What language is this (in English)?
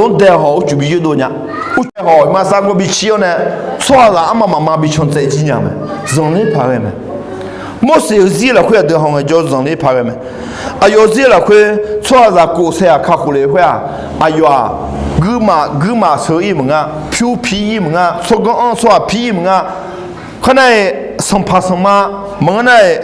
Akha